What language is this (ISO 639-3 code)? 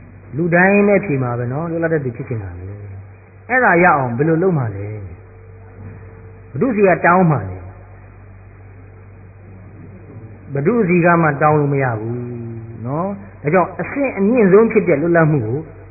mya